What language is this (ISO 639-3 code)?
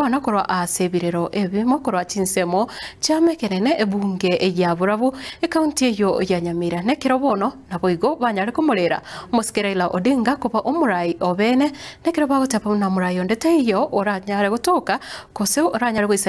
guz